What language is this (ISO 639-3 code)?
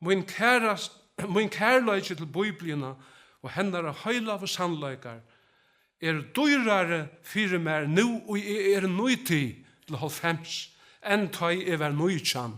fao